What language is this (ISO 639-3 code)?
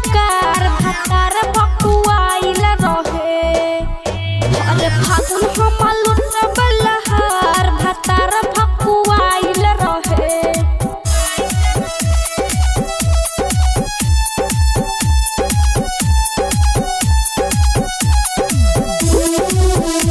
bho